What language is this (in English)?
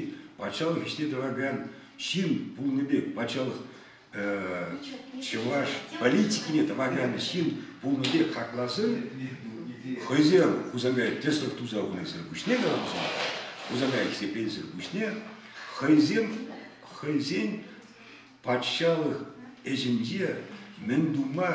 Chuvash